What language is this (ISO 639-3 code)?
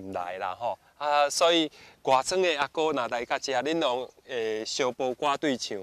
nan